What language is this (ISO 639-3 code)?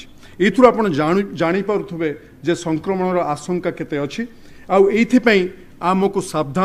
ori